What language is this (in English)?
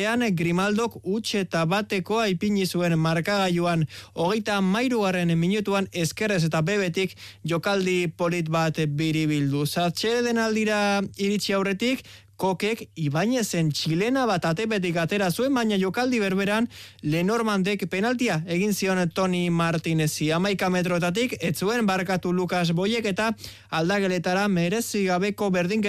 Basque